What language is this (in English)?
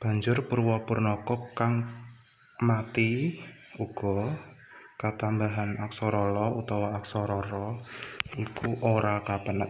Javanese